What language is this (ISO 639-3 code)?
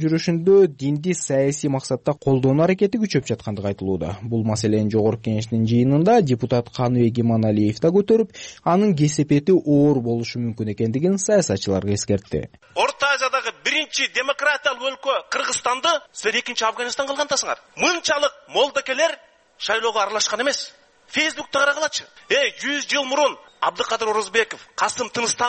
kir